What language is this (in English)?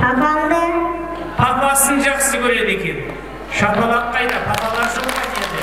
Kara-Kalpak